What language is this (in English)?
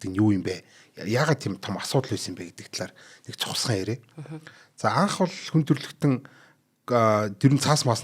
Mongolian